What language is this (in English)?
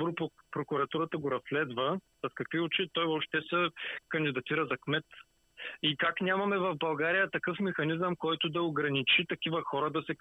Bulgarian